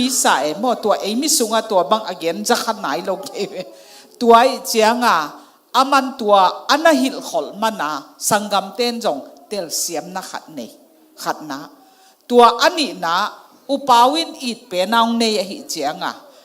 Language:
Tedim Chin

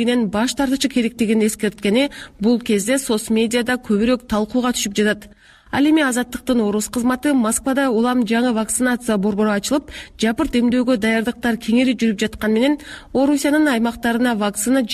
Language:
Kyrgyz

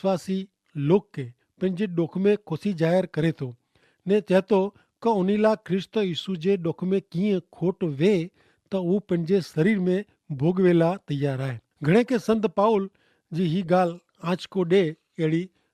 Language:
Kachhi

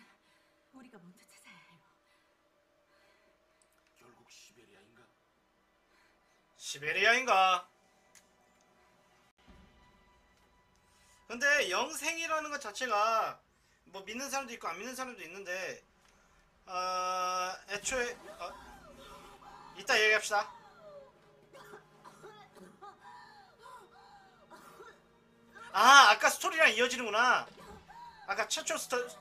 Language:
Korean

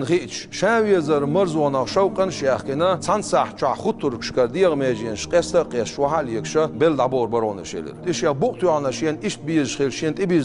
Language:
Chechen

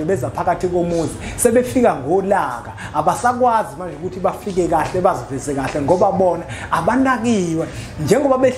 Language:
Zulu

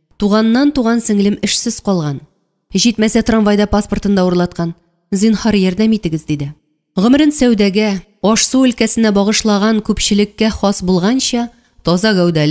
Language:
Tatar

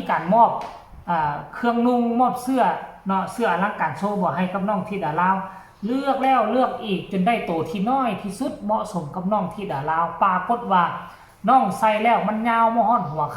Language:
Northeastern Thai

